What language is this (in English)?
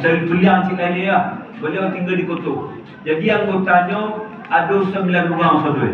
Minangkabau